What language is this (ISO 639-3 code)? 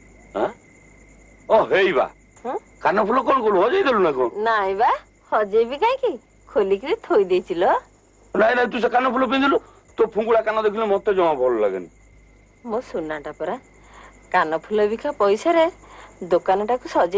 ori